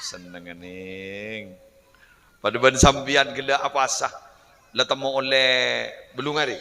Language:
Madurese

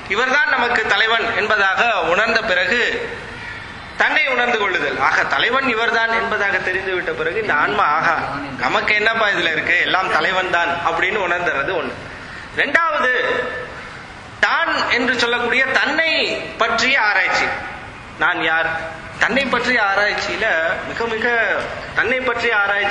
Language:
Tamil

